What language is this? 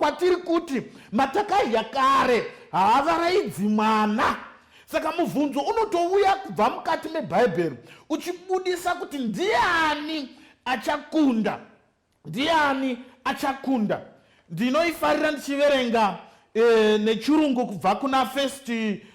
Shona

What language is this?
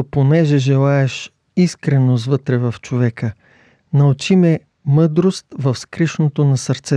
Bulgarian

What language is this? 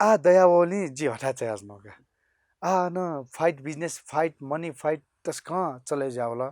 Newari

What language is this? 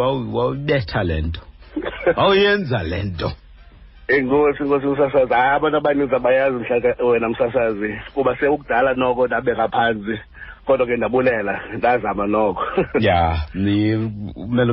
Xhosa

